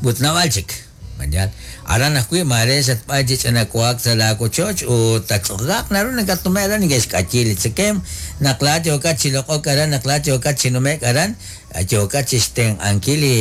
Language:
Kekchí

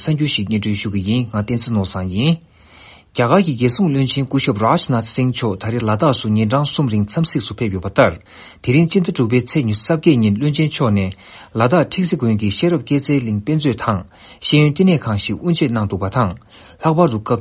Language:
Tibetan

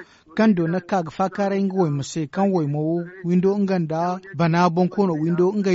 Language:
Zarma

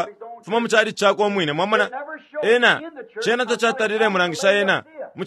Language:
Bemba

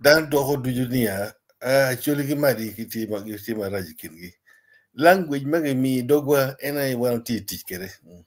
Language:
Acoli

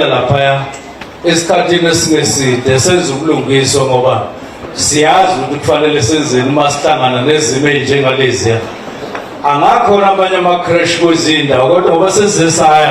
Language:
Zulu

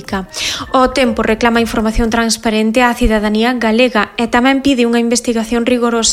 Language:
Galician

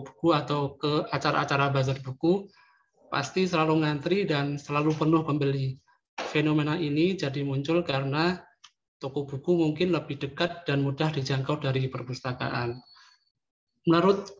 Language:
Indonesian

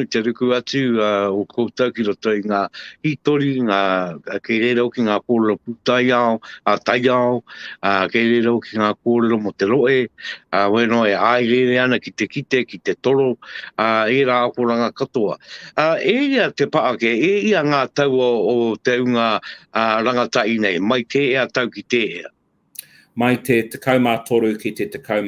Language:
Māori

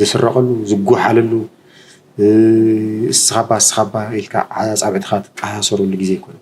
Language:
Tigrinya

